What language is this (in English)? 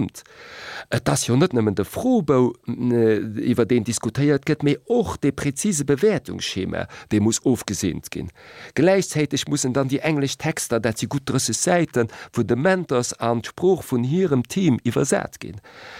Luxembourgish